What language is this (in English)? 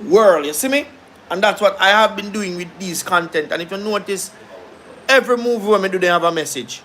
Jamaican Creole English